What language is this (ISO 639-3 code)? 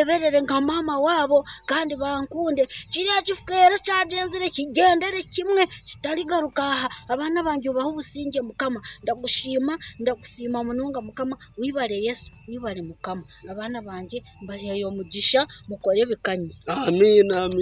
nyn